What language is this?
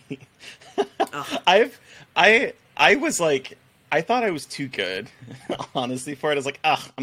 English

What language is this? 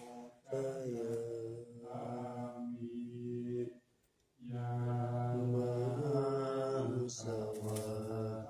Pali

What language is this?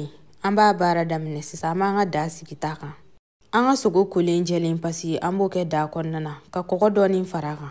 Bambara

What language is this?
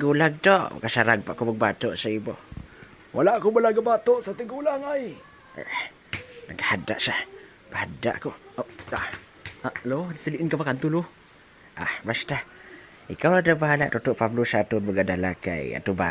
Hiligaynon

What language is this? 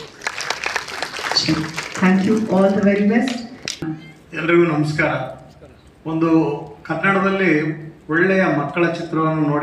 Kannada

